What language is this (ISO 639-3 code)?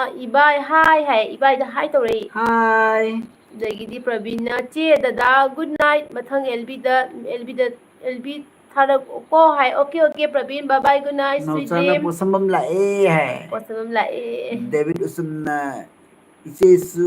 mni